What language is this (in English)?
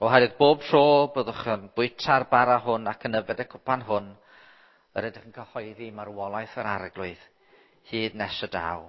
Welsh